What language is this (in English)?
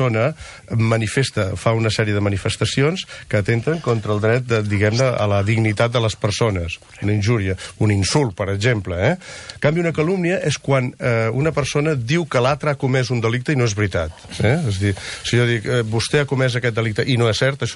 Catalan